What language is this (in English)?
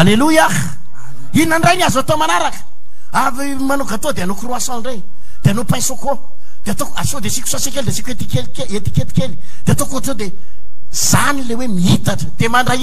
Malagasy